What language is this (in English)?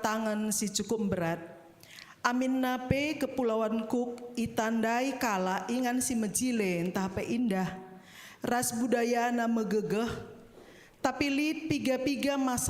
Batak Karo